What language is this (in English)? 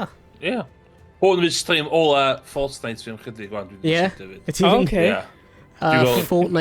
Welsh